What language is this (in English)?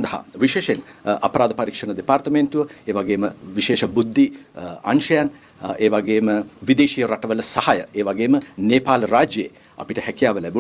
Sinhala